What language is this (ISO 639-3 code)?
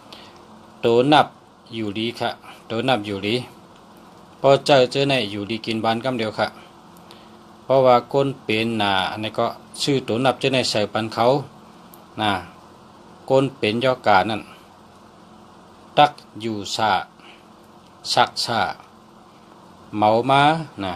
shn